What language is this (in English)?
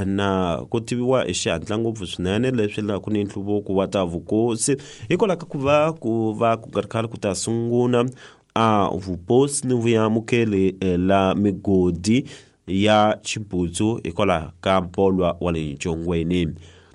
Tsonga